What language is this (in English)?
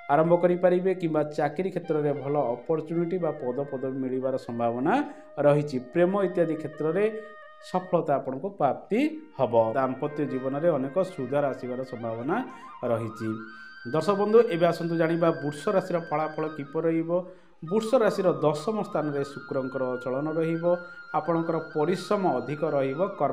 Odia